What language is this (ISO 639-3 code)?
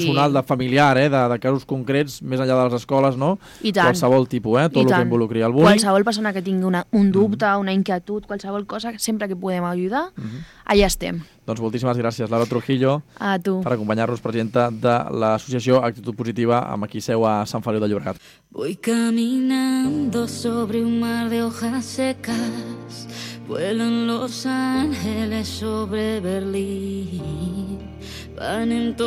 cat